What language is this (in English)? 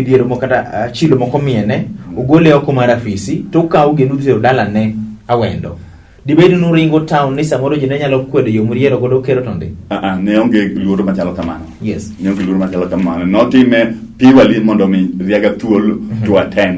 Luo (Kenya and Tanzania)